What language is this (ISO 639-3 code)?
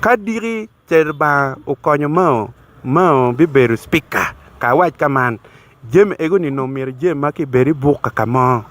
ach